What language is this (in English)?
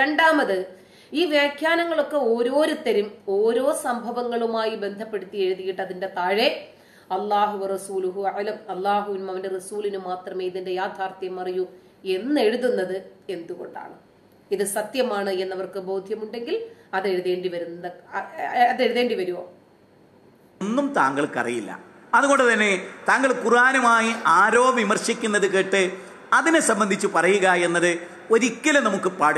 Malayalam